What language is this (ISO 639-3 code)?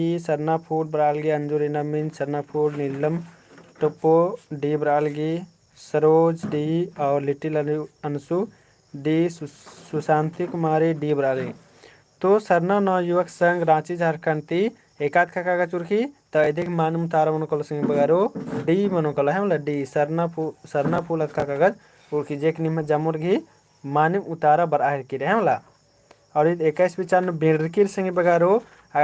kru